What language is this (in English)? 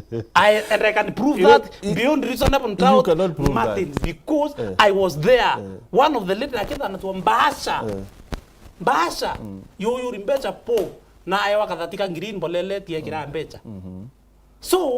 Meru